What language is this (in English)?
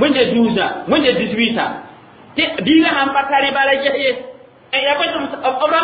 Mossi